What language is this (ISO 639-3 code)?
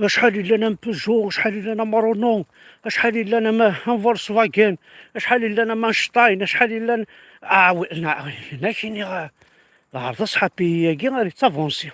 kab